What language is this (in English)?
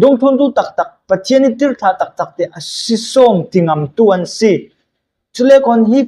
Falam Chin